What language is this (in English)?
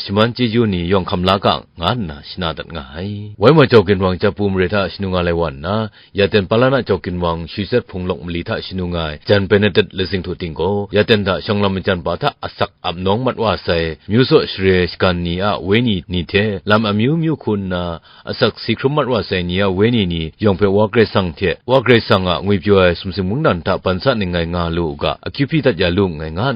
Kachin